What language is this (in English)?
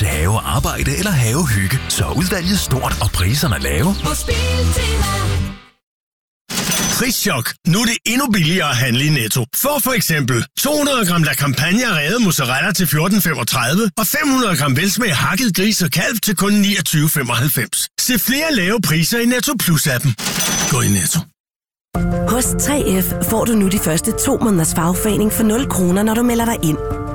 Danish